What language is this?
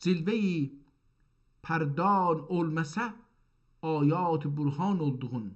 South Azerbaijani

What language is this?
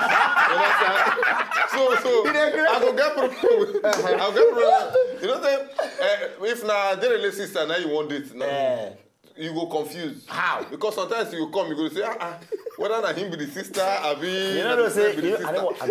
Nigerian Pidgin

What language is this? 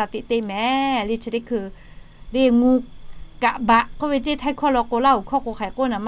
Lahu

